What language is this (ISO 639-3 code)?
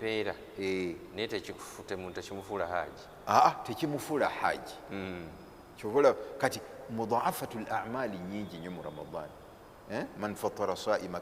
lug